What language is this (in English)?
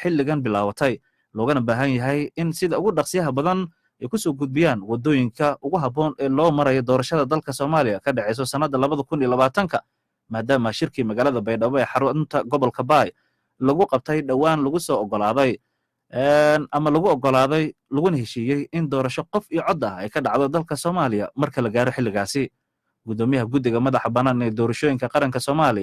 Somali